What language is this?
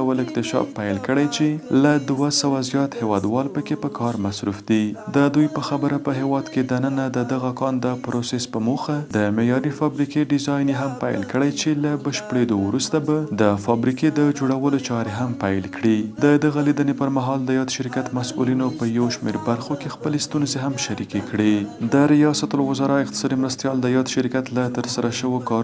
Pashto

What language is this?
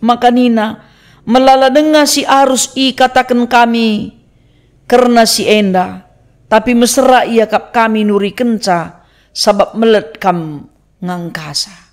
Batak Karo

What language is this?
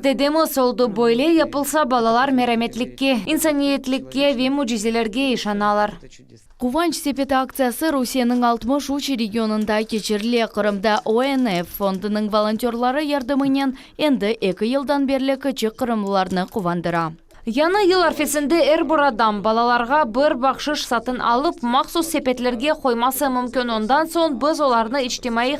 Crimean Tatar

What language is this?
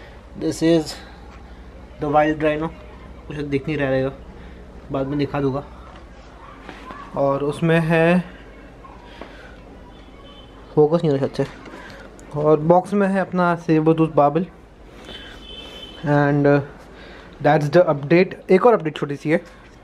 Hindi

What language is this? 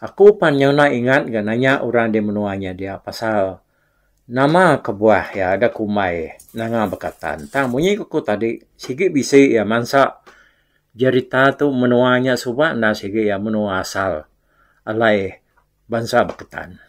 Iban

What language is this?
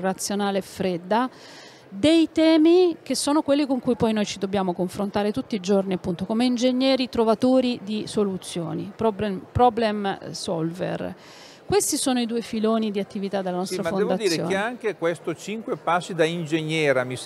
Italian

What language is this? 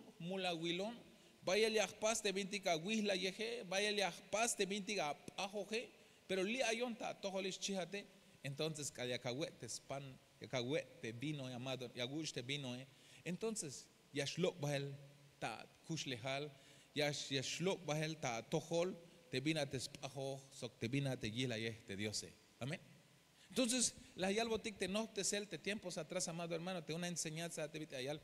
Tzeltal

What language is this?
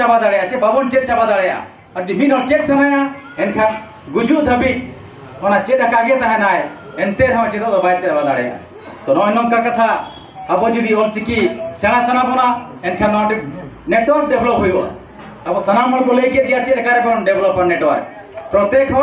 Santali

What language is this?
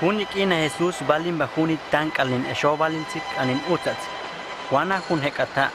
Huastec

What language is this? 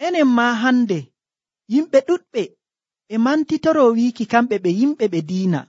Nigerian Fulfulde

